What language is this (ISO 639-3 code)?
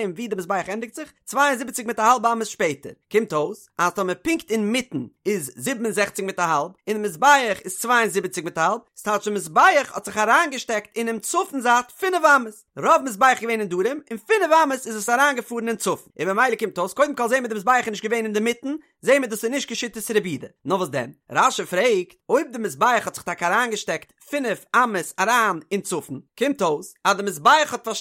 yid